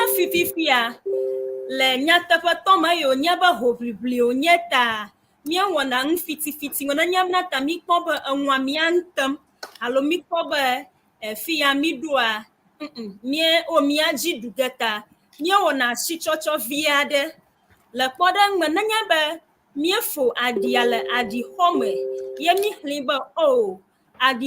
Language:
Ewe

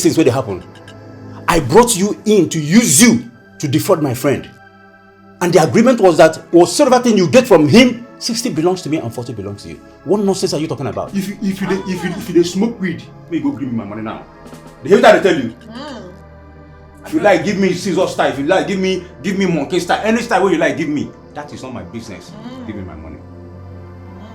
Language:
Nigerian Pidgin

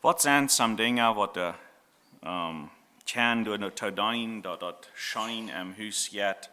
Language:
Plautdietsch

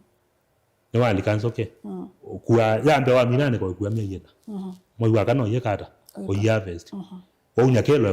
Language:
Kamba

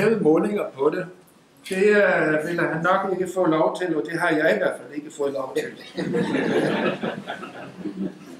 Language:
Danish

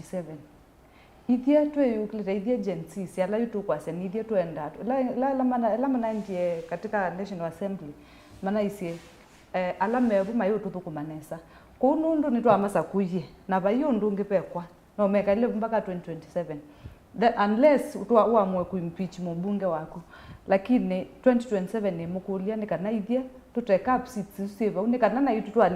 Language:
Kamba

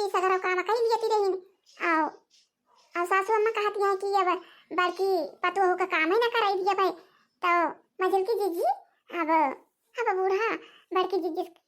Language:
Awadhi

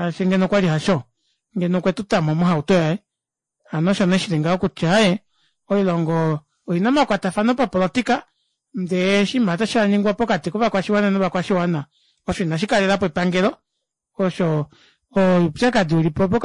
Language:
Kuanyama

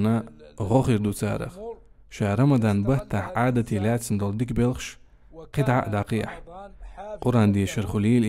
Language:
Chechen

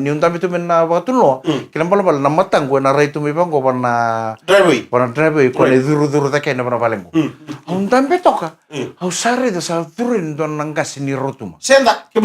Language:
Fijian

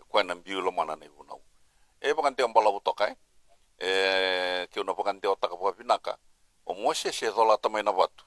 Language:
Fijian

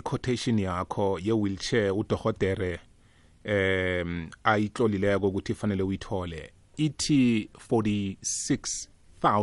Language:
South Ndebele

